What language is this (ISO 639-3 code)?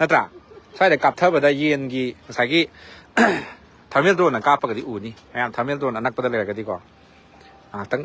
mni